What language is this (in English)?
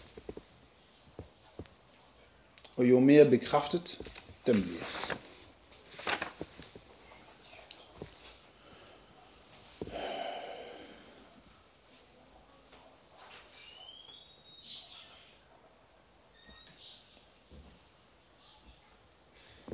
Danish